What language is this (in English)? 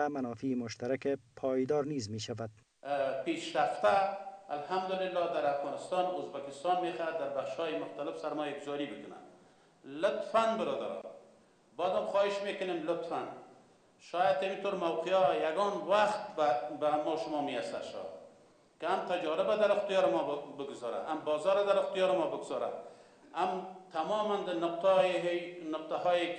Persian